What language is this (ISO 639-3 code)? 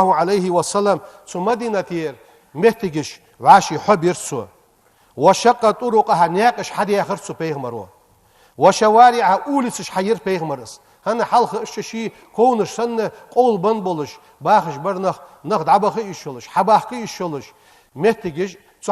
inh